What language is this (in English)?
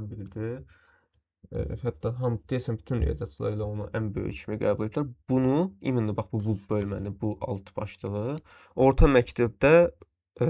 Azerbaijani